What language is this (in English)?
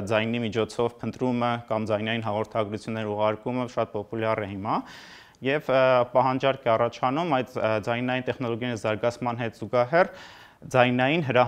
Armenian